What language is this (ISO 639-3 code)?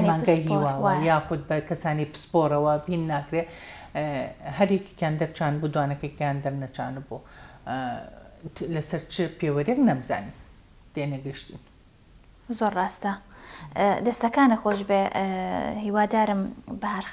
ckb